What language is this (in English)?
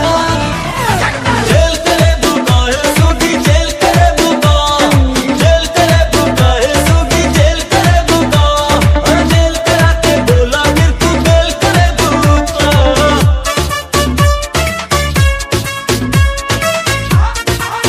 Bhojpuri